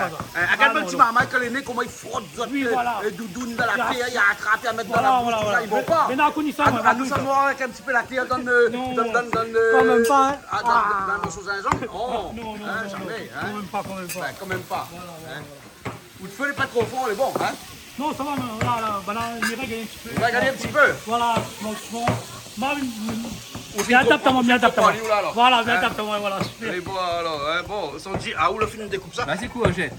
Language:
Réunion Creole French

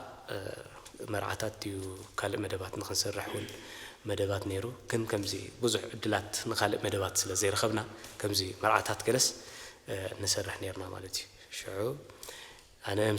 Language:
Tigrinya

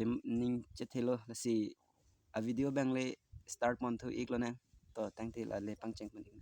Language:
Karbi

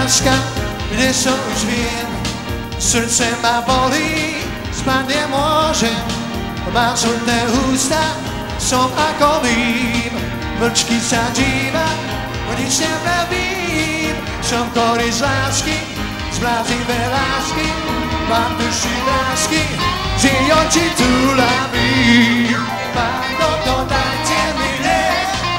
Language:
Slovak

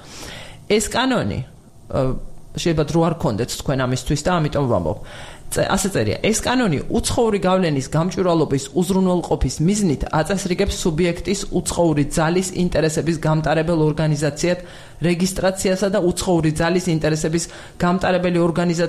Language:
Georgian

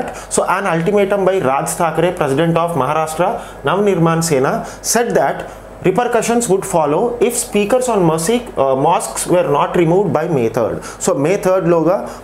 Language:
Telugu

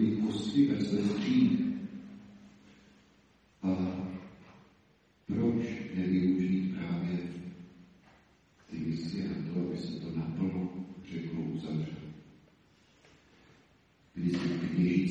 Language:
Czech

